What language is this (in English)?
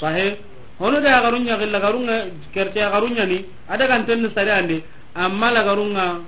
Soninke